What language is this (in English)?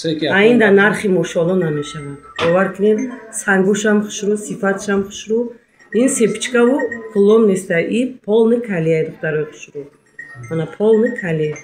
Tajik